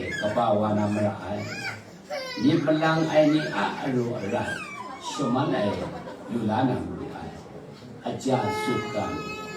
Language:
Kachin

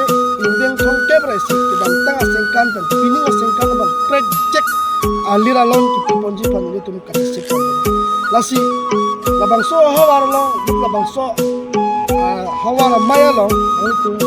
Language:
Karbi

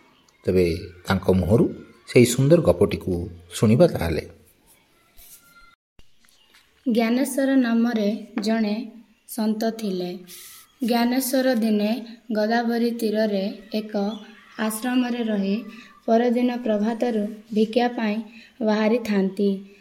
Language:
Odia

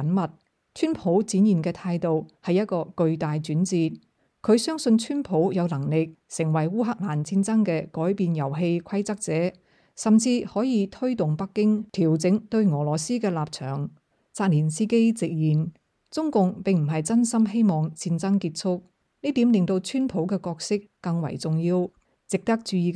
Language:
Cantonese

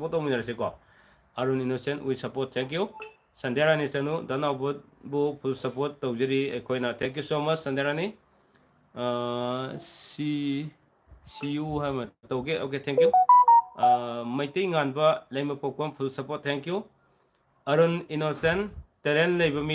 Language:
Manipuri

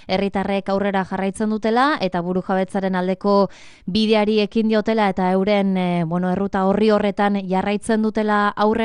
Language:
Basque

